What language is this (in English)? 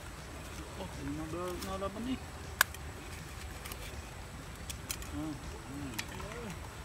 Filipino